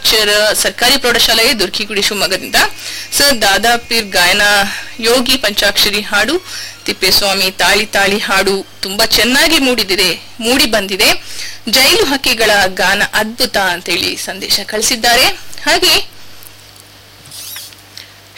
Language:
Kannada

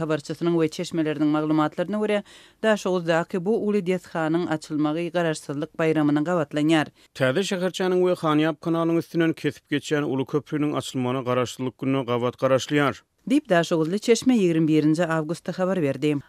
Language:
Turkmen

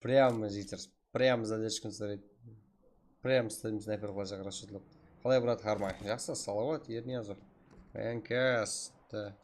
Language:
Kara-Kalpak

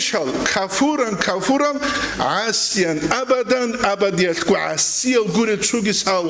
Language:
Avaric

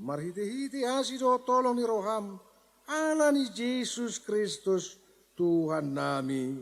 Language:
Batak Toba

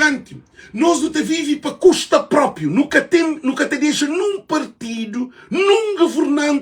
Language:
Kabuverdianu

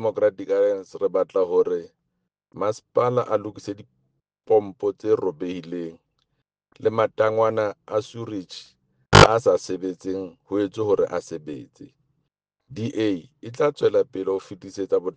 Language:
Southern Sotho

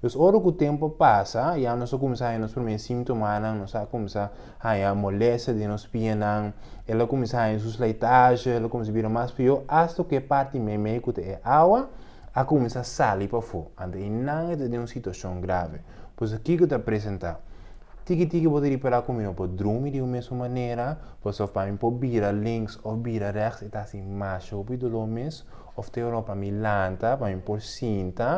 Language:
Papiamento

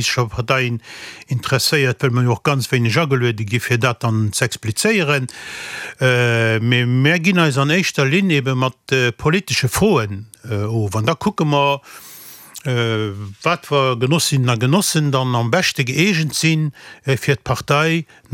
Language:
Luxembourgish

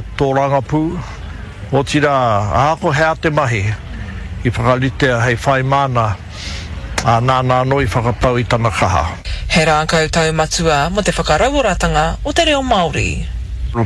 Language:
Māori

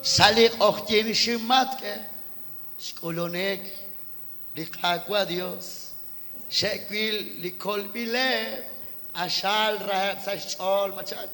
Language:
Kekchí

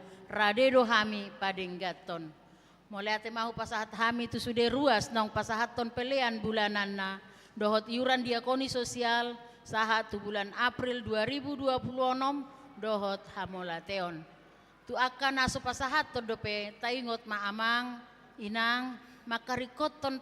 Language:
Batak Toba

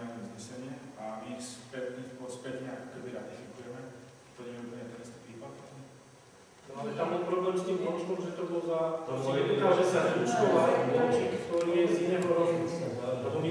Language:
Slovak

